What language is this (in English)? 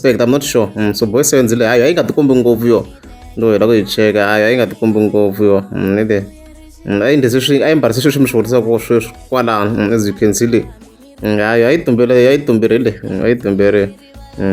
Tsonga